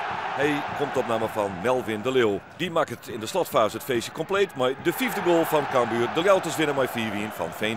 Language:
Western Frisian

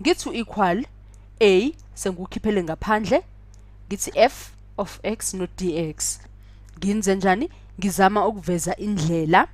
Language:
Zulu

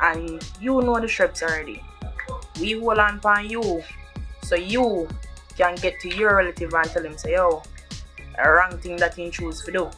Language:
Jamaican Creole English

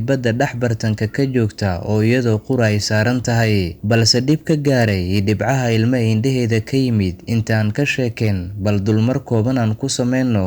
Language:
Somali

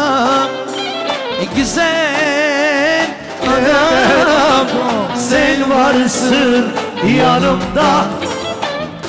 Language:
Turkish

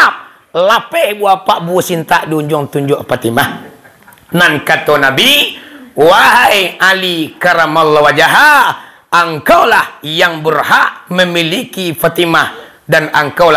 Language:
Minangkabau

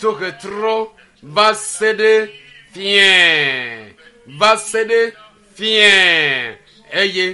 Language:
Ewe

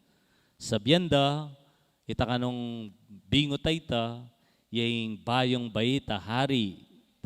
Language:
Pampanga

